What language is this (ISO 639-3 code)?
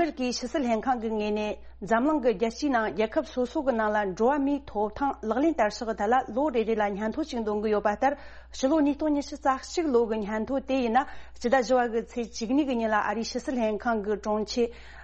bod